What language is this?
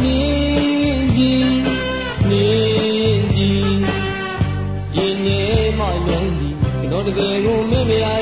Burmese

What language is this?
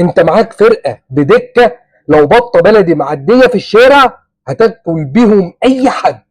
Egyptian Arabic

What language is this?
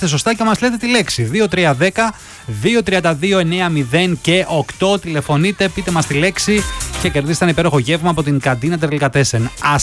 Greek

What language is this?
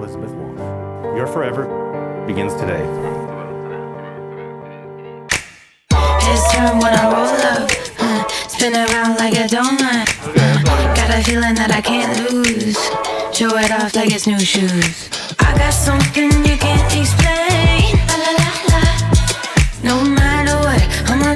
English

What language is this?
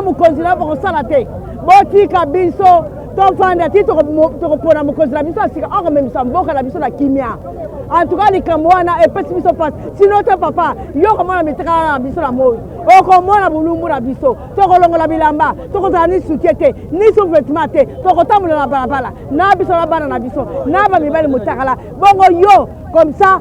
Lingala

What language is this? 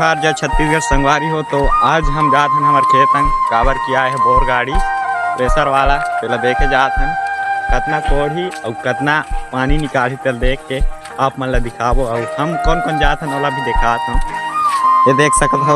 Chhattisgarhi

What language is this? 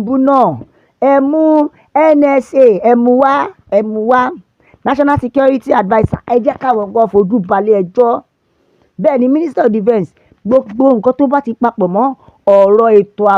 Yoruba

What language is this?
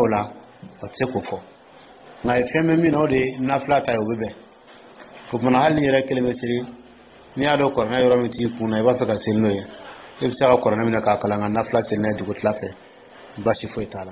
Dyula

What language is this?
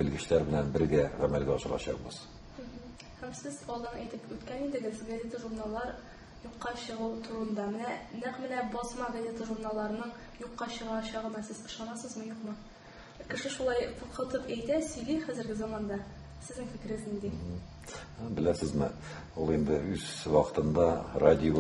Tatar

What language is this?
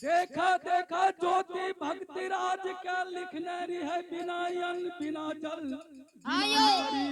Angika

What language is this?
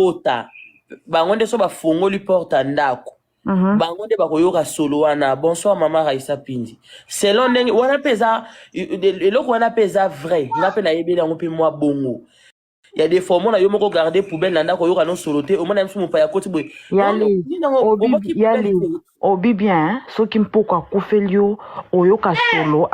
Lingala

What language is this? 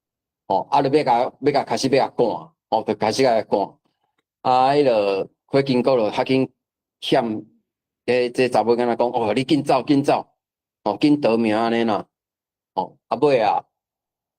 Min Nan Chinese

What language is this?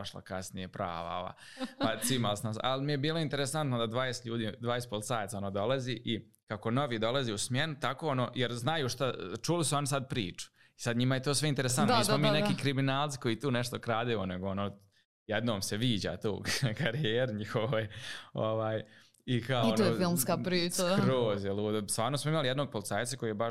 Serbian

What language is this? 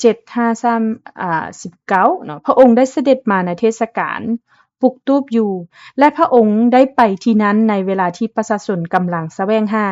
Lao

